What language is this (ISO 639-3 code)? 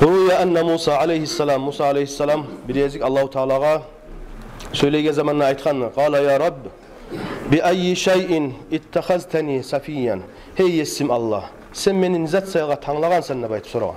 kum